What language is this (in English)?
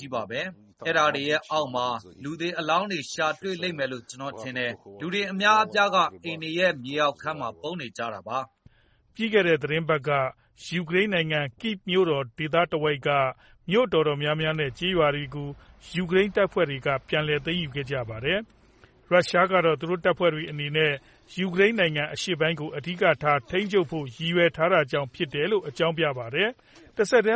Burmese